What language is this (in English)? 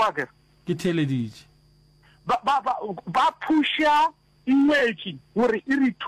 Northern Sotho